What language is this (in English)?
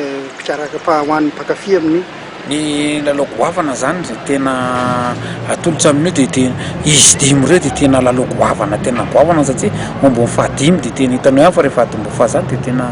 Malagasy